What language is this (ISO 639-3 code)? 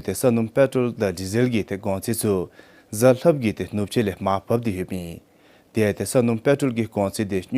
dzo